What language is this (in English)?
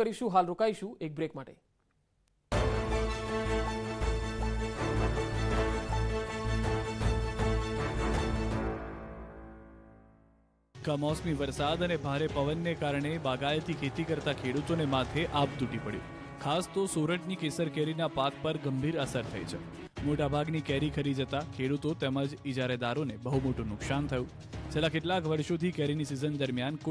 Gujarati